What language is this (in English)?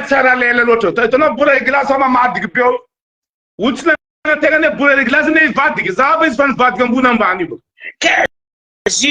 Malagasy